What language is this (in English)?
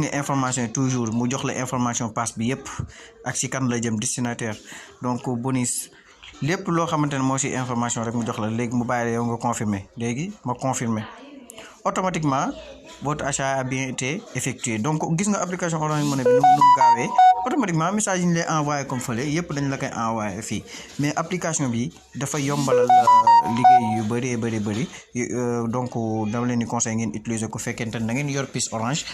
Wolof